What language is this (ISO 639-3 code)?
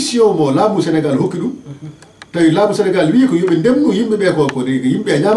ful